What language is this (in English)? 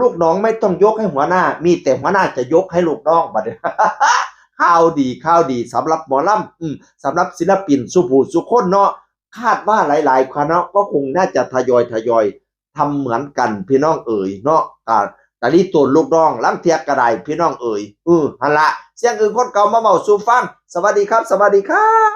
Northeastern Thai